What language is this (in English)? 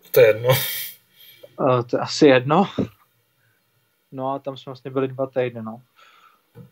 Czech